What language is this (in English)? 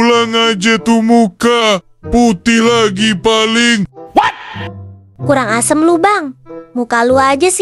Betawi